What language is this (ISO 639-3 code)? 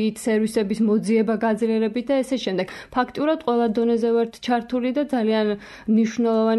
kat